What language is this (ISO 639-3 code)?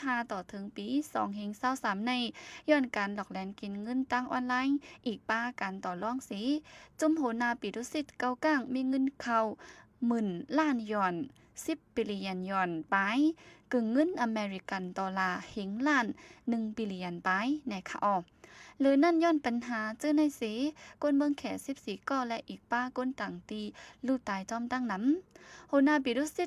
shn